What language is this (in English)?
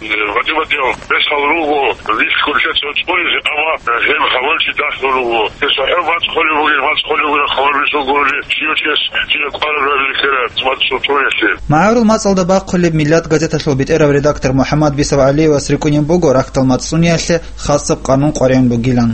Avaric